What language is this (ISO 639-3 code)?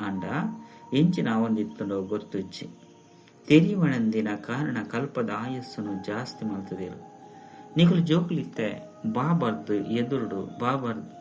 tcy